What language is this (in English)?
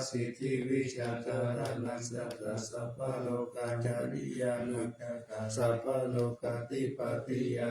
Pali